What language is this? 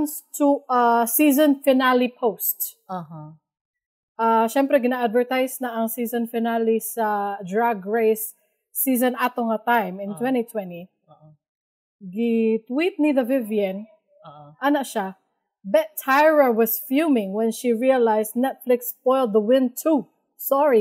Cebuano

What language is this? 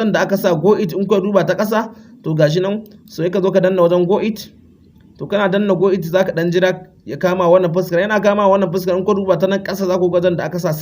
Hausa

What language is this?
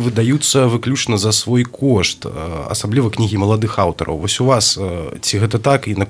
Belarusian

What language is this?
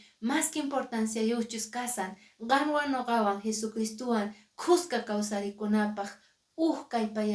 Quechua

